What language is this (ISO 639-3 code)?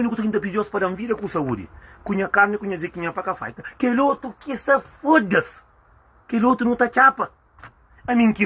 kea